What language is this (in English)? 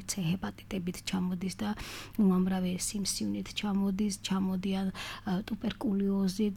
Georgian